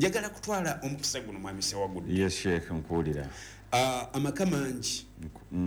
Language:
Ganda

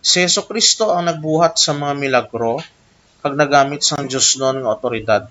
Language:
Hiligaynon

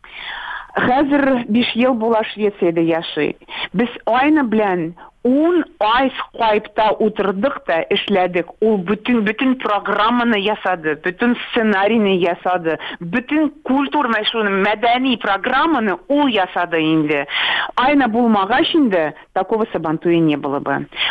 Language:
Tatar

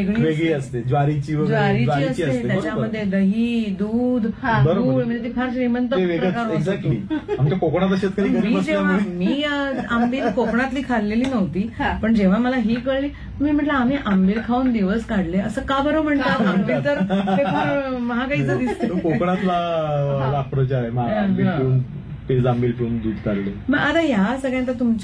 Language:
Marathi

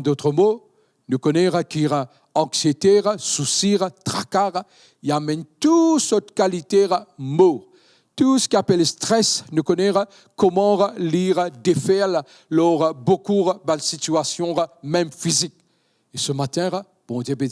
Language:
Morisyen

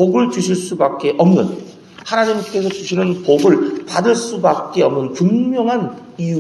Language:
Korean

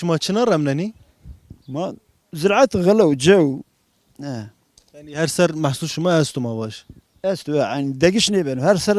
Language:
Kurdish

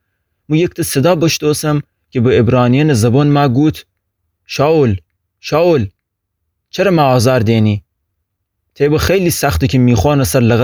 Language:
Gilaki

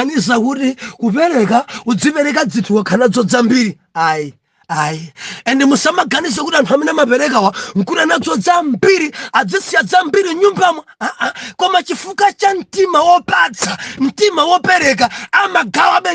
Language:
Nyanja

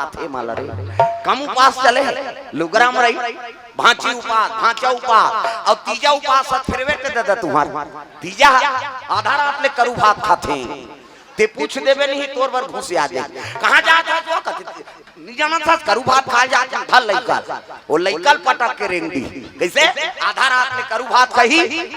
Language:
Chhattisgarhi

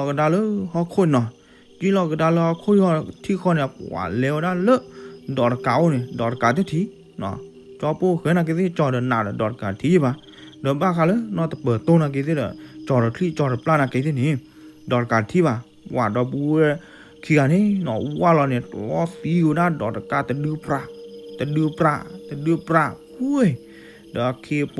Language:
S'gaw Karen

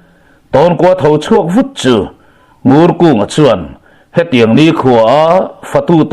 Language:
Mizo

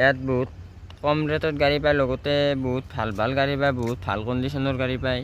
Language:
Assamese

